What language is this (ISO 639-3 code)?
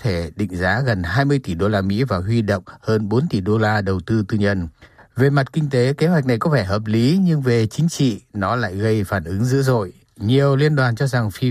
vie